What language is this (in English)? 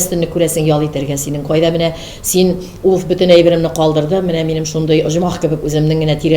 Tatar